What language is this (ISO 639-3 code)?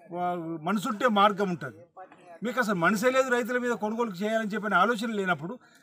tel